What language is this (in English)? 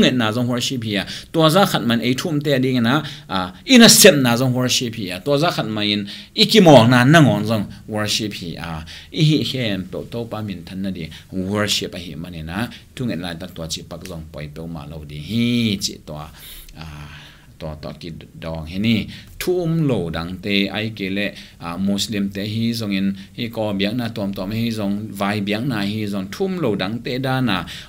Tedim Chin